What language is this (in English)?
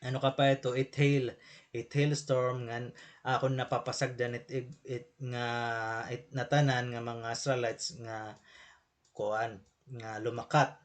Waray